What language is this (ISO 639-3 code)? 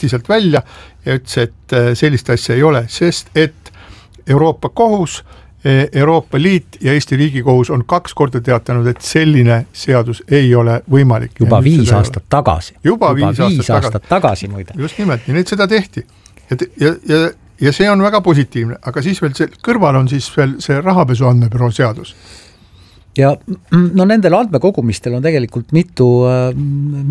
est